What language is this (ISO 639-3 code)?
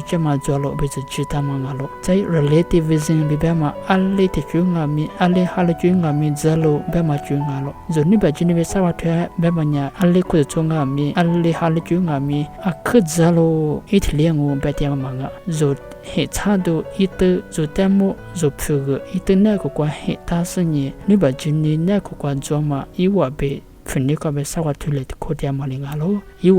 lis